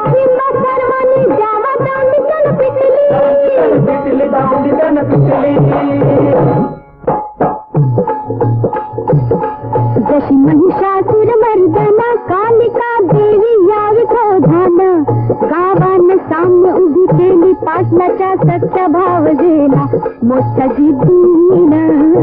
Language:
Marathi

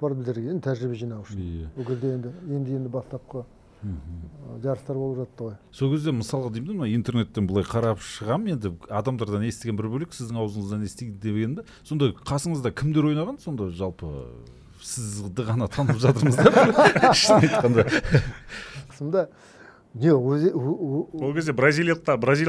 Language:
Kazakh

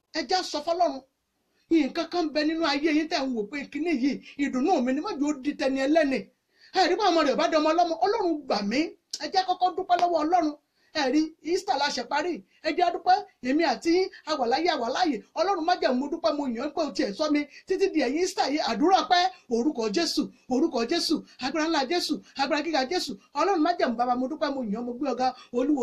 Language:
Yoruba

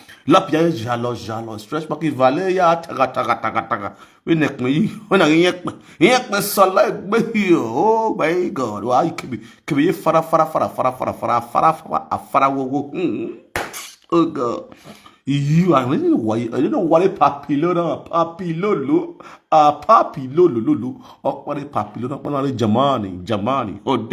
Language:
Nigerian Pidgin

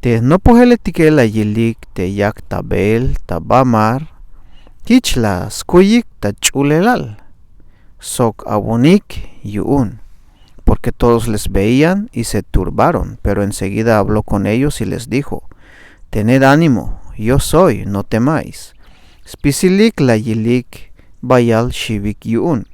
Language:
Tzeltal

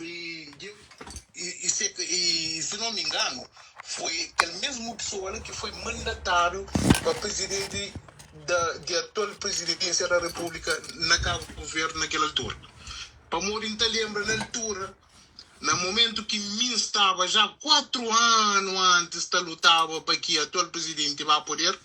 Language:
Kabuverdianu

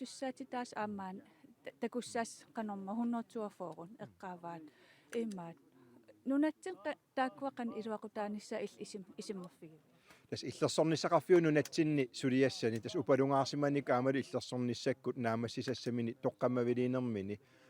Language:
Kalaallisut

